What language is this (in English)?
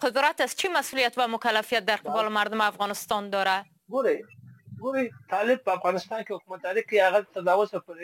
Persian